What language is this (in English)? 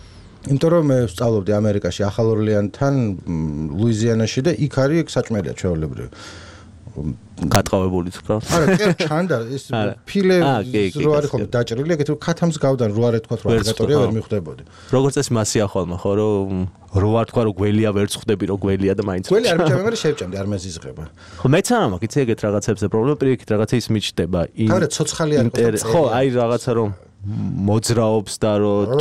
Georgian